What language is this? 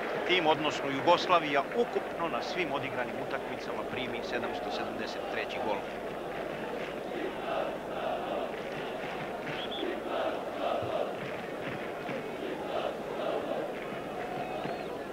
Serbian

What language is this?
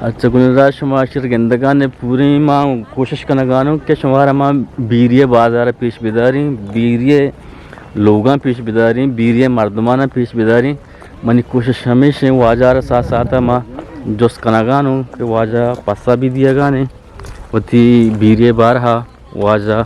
Eastern Balochi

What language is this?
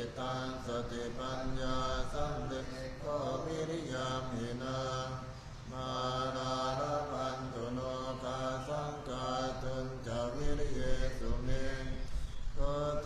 Pali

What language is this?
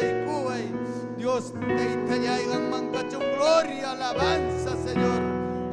Ayacucho Quechua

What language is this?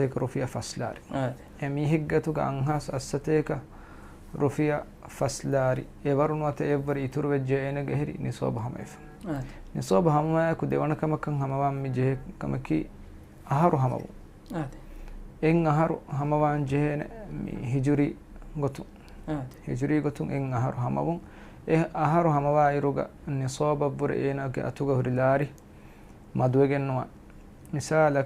Divehi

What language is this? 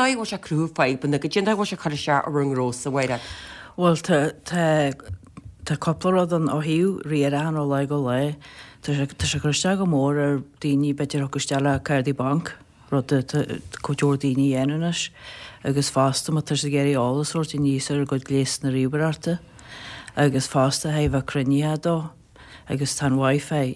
Irish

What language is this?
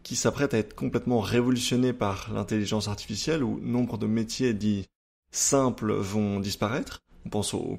French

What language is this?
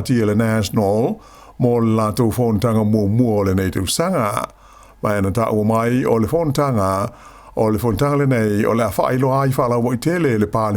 Samoan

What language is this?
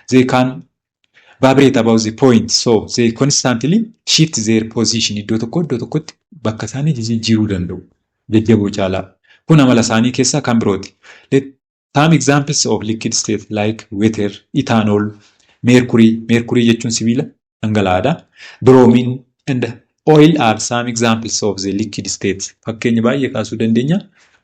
Oromo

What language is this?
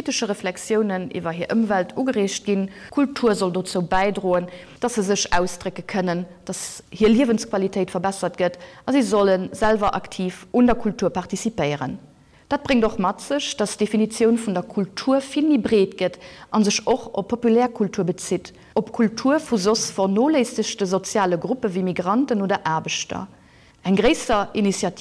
Luxembourgish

